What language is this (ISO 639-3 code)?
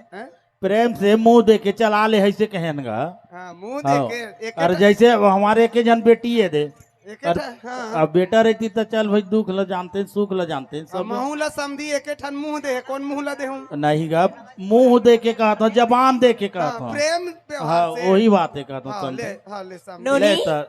hne